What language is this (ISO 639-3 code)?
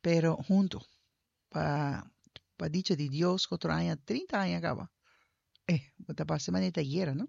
pap